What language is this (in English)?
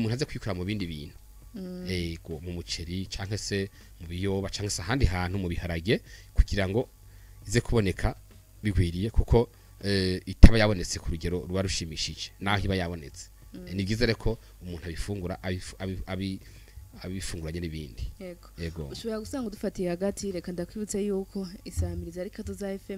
Rundi